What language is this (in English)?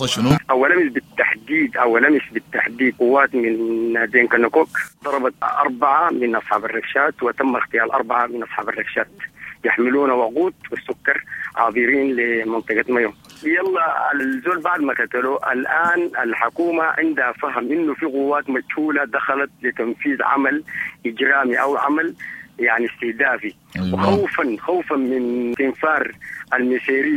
Sudanese Arabic